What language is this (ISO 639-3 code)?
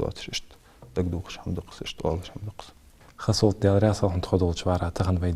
inh